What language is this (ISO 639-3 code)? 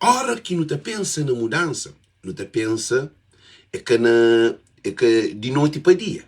kea